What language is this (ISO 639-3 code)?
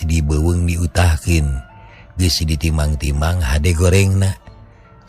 sun